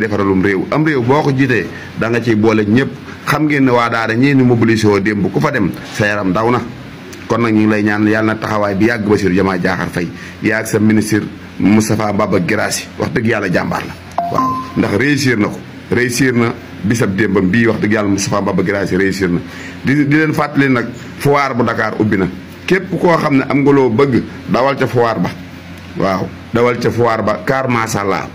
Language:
Wolof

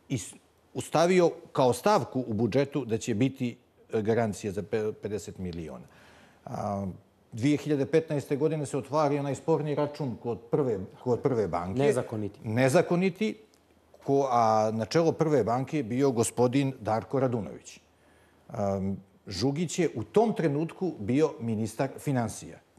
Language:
Bosnian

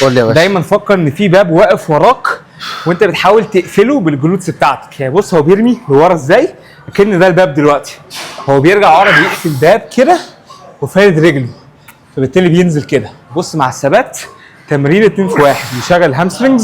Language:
Egyptian Arabic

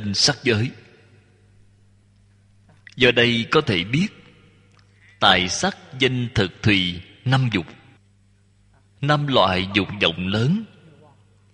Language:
Vietnamese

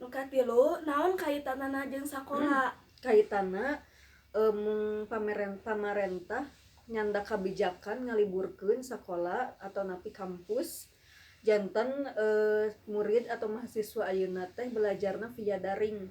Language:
Sundanese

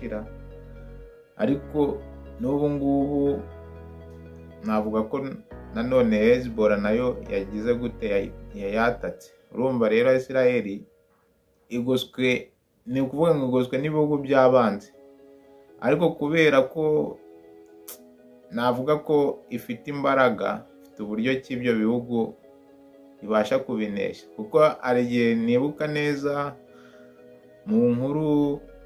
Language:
Kinyarwanda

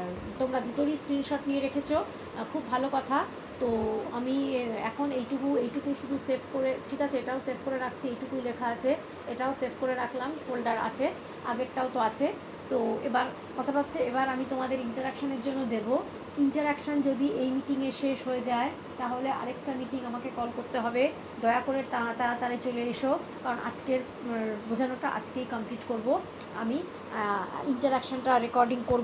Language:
Bangla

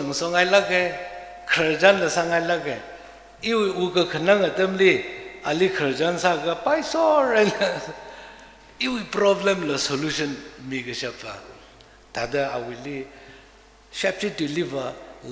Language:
Tangkhul Naga (India)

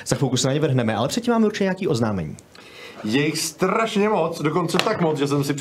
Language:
Czech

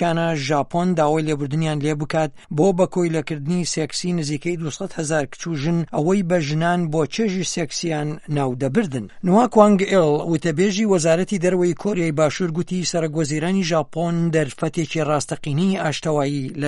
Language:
Central Kurdish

